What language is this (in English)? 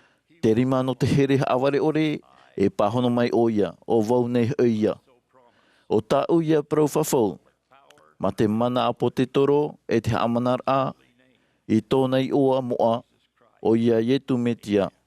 Tahitian